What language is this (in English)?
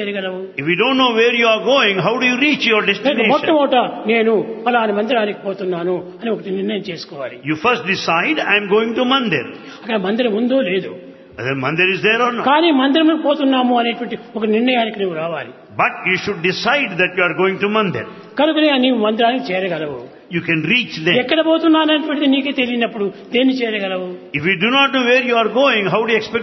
Telugu